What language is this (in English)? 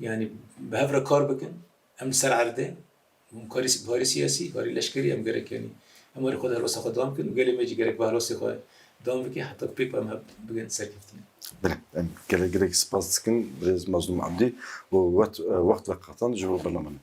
Kurdish